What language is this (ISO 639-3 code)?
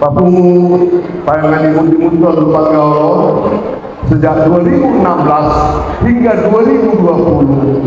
bbc